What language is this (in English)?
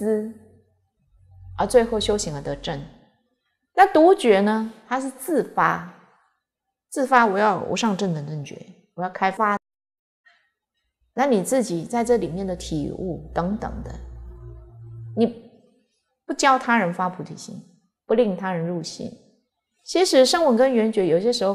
Chinese